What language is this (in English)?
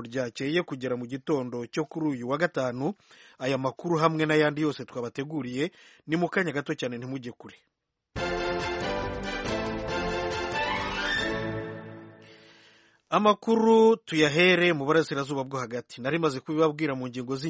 Kinyarwanda